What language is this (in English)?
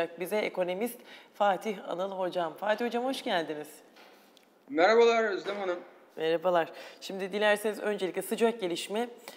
Turkish